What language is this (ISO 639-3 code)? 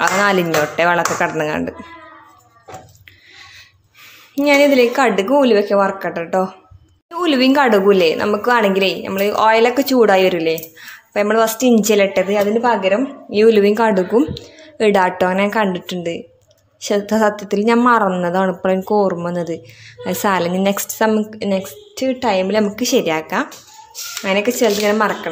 mal